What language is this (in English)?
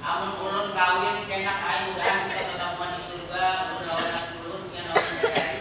Banjar